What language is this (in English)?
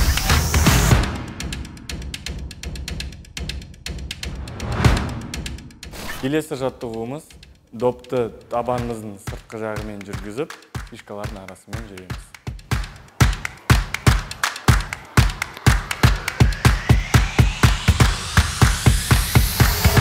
Kazakh